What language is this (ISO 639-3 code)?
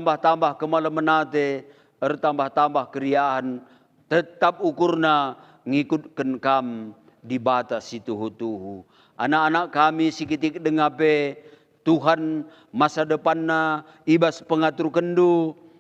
btx